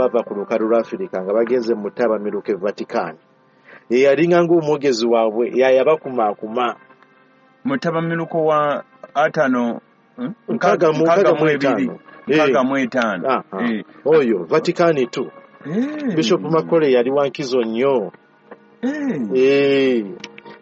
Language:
Ganda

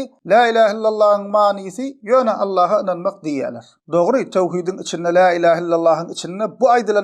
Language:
Turkmen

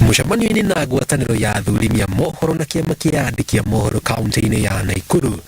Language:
Kikuyu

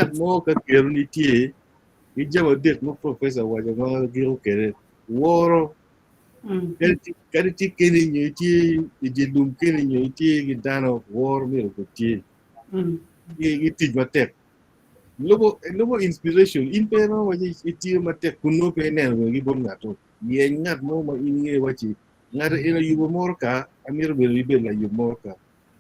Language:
Acoli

